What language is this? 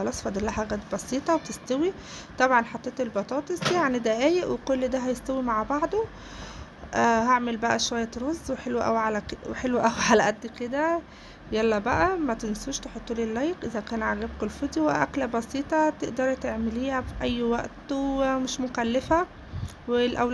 Egyptian Arabic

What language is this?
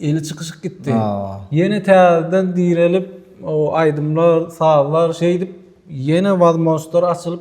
Turkmen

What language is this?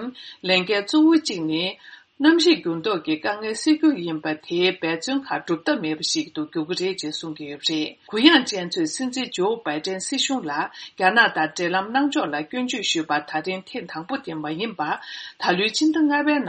Tibetan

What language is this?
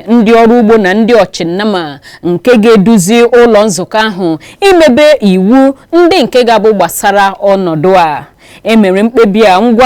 Igbo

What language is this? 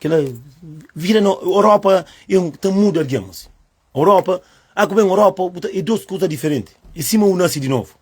Kabuverdianu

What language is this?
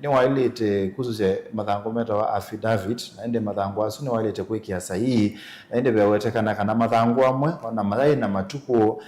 Kamba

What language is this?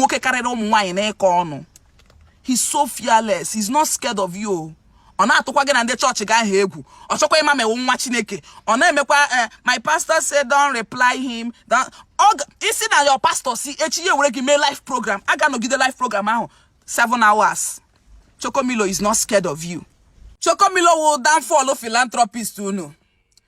Igbo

